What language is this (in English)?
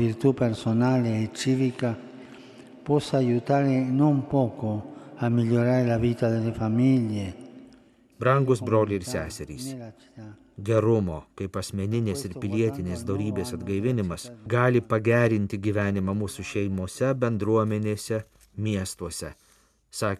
Lithuanian